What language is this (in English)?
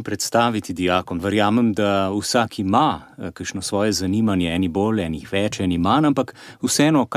Slovenian